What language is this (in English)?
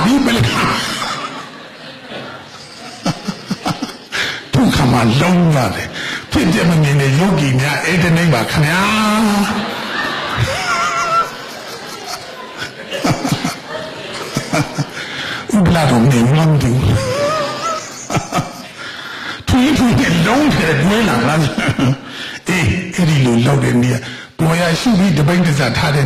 Burmese